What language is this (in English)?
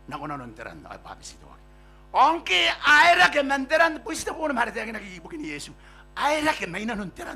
Gilbertese